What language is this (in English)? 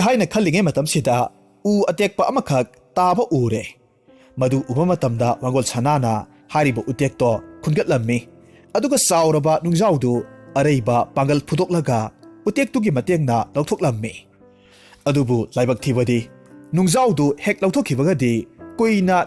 Manipuri